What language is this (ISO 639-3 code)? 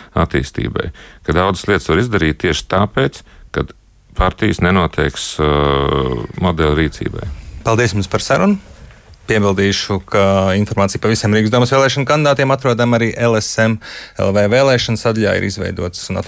lav